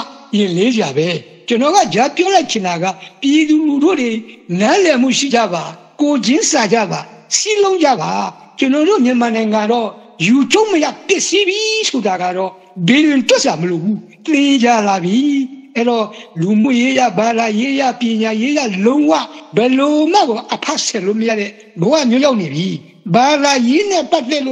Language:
Burmese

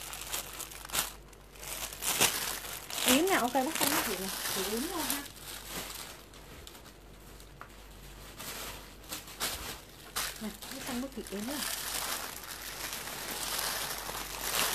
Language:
Vietnamese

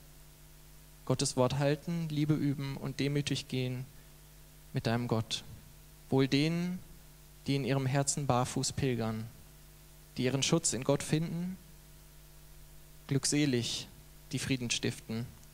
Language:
German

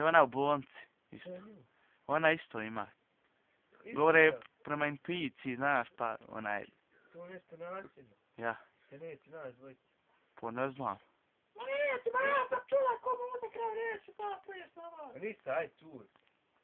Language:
Bosnian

